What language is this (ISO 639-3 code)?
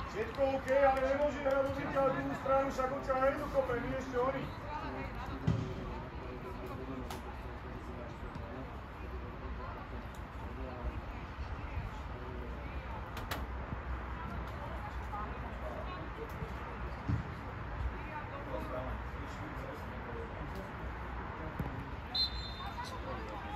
slk